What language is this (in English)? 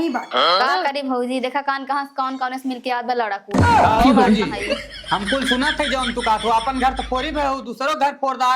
Awadhi